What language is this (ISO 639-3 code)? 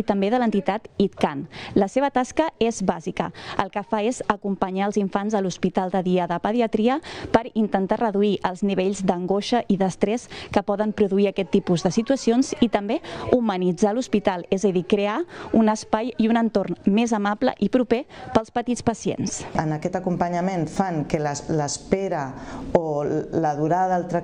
cat